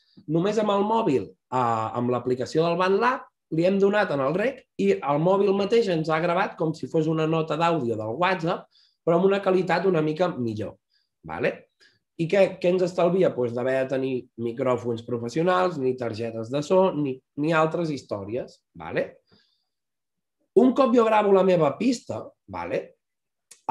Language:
Catalan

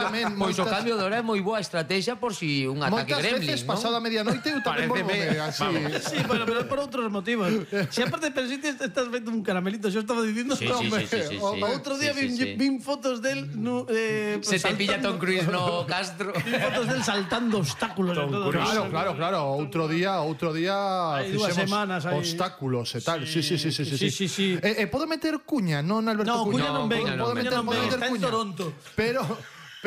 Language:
Galician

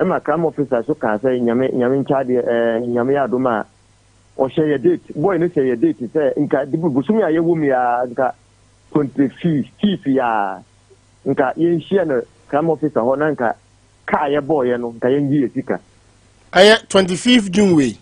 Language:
Akan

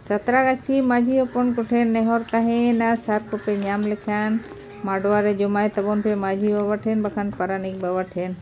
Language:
Santali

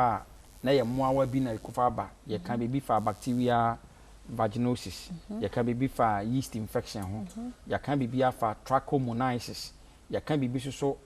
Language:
Akan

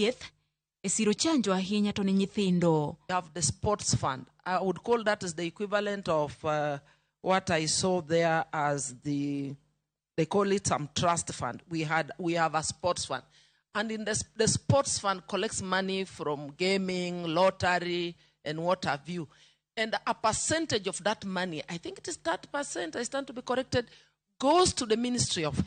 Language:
Luo (Kenya and Tanzania)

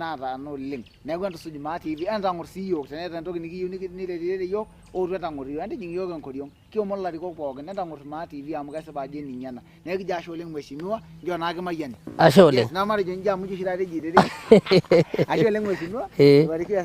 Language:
Masai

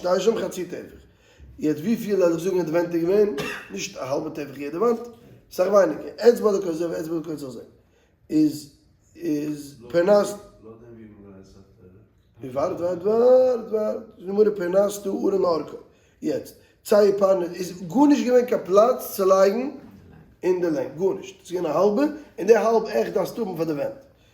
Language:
Yiddish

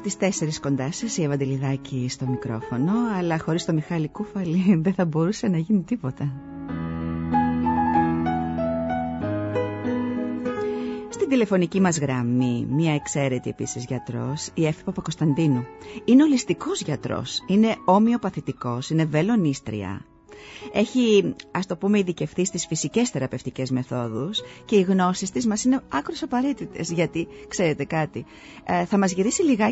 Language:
Greek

